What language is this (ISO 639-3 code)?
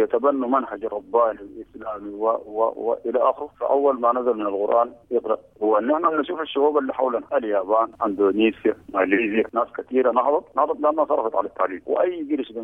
apd